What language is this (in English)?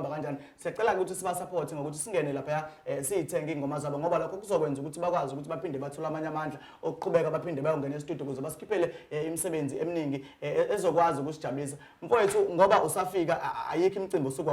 Zulu